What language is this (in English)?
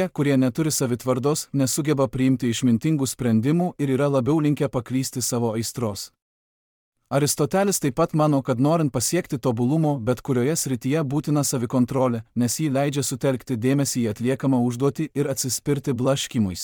Lithuanian